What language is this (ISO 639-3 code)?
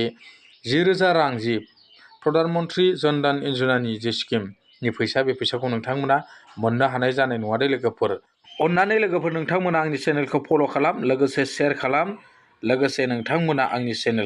brx